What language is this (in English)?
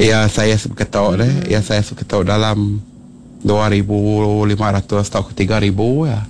Iban